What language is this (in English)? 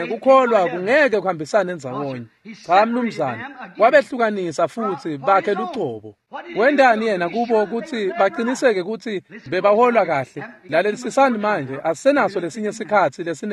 Swati